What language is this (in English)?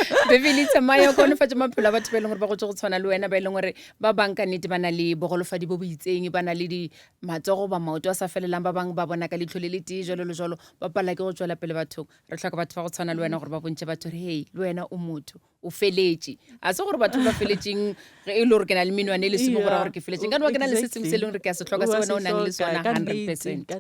Northern Sotho